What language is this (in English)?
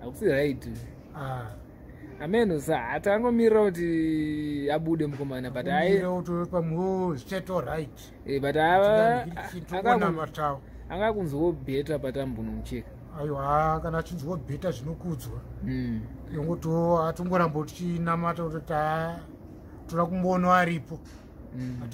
Shona